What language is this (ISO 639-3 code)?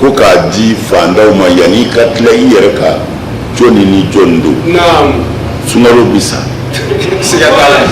bam